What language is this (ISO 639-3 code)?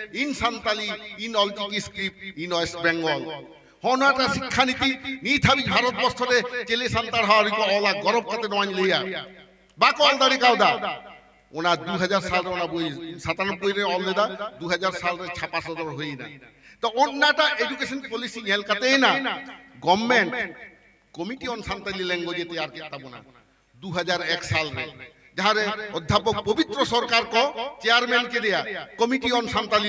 sat